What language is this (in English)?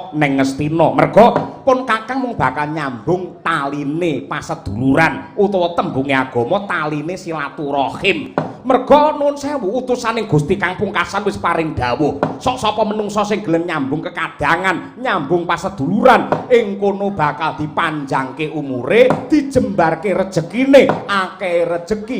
Javanese